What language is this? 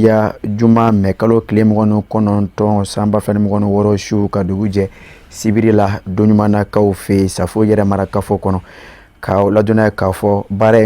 Bambara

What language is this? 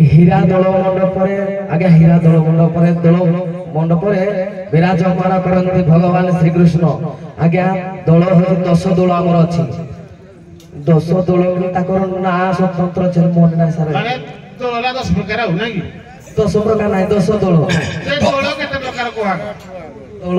Odia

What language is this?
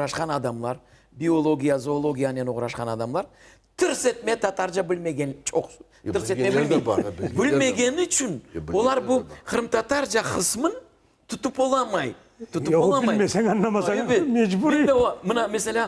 Crimean Tatar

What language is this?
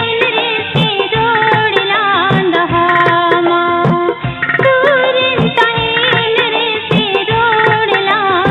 Santali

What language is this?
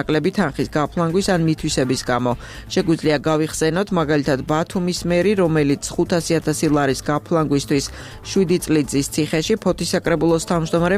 Georgian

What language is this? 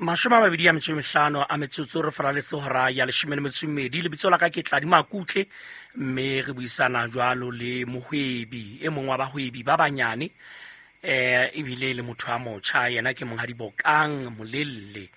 Southern Sotho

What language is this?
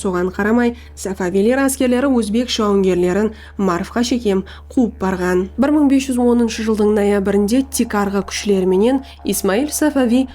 Kara-Kalpak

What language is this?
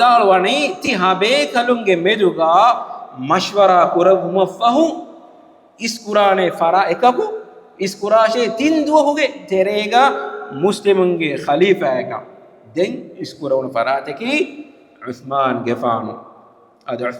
Divehi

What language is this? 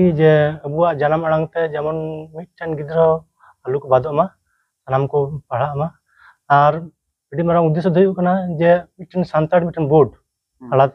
Santali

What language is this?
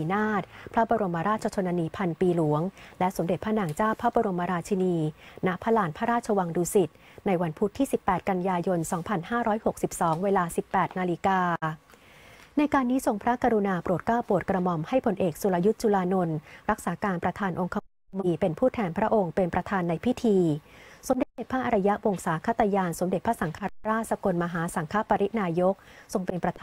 Thai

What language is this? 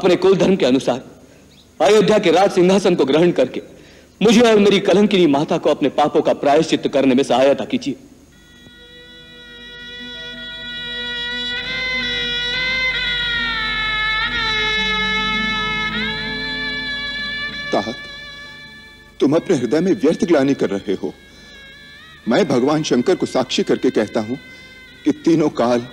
Hindi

